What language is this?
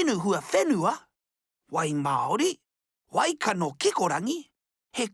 Māori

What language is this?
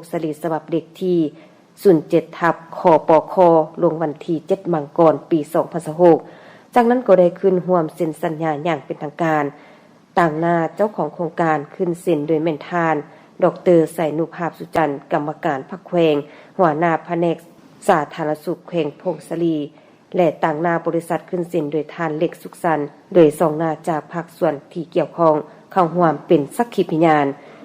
Lao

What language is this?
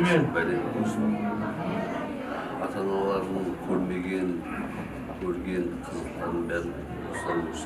Kara-Kalpak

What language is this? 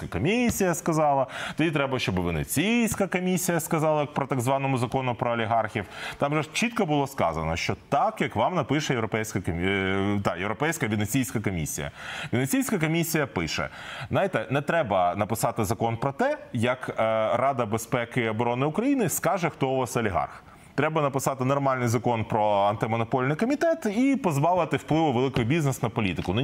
Ukrainian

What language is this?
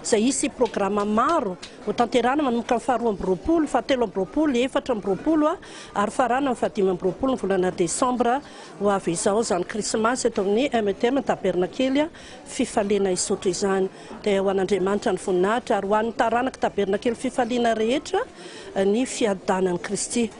Malagasy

